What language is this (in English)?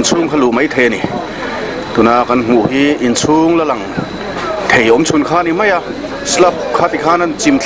Mizo